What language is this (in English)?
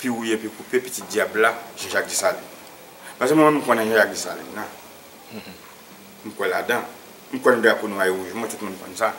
Haitian Creole